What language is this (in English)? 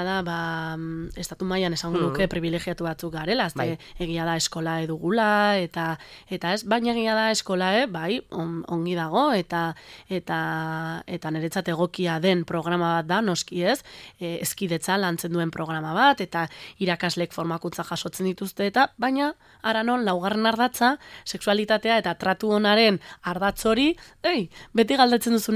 Basque